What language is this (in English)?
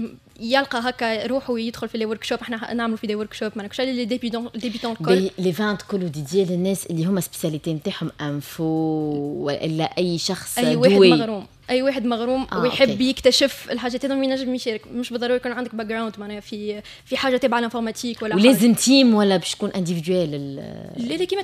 Tunisian Arabic